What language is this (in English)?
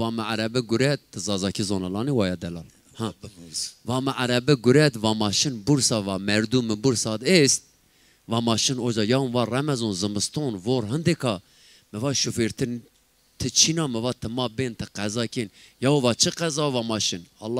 Zaza